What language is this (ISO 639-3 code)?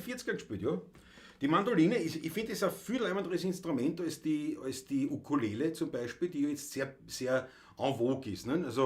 bar